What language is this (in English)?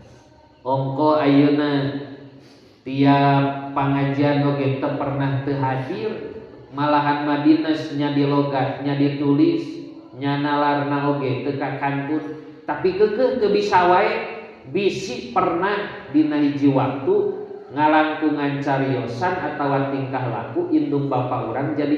Sundanese